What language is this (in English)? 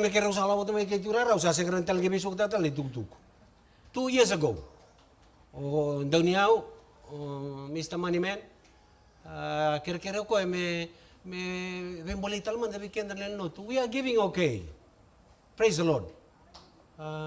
Fijian